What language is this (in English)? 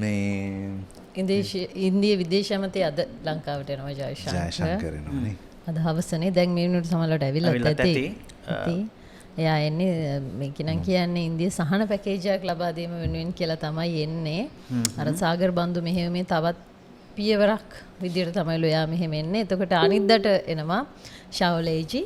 Sinhala